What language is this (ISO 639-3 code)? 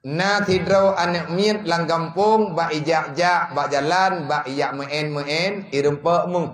ace